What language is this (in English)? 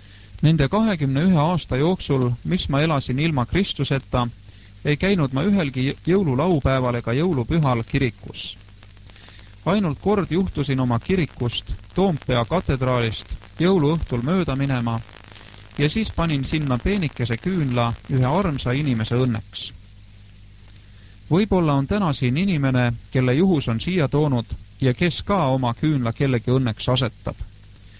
Estonian